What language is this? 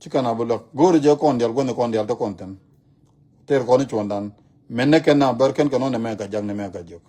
Nuer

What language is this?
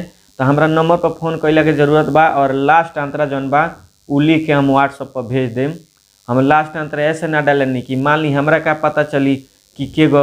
Bhojpuri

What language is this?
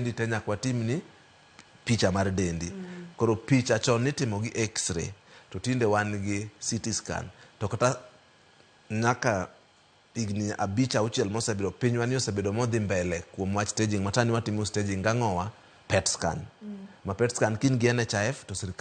Luo (Kenya and Tanzania)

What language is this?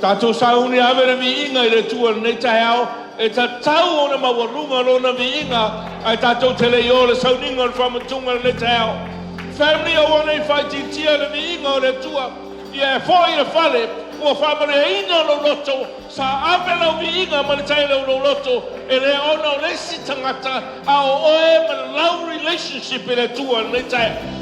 Samoan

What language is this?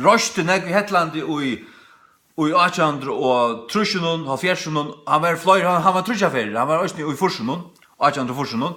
Faroese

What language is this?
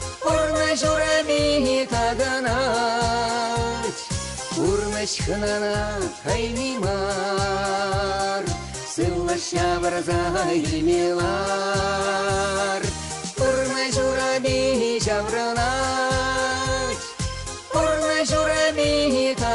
Chuvash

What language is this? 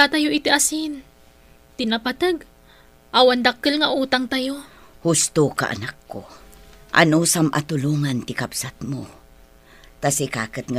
Iloko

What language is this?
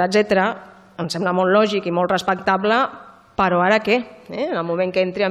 Catalan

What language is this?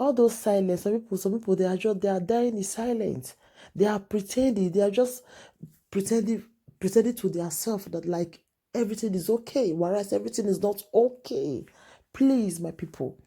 Nigerian Pidgin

